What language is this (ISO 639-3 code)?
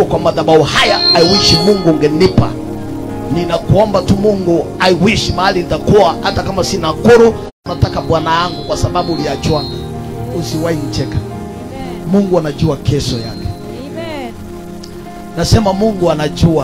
swa